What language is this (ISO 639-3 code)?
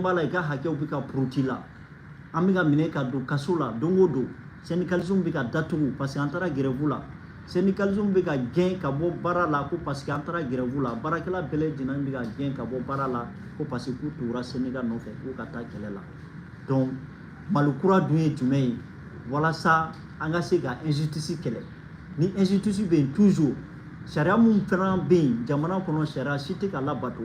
bam